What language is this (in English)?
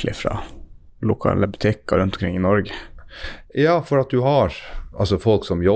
Norwegian